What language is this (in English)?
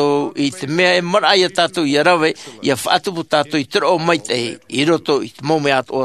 Tahitian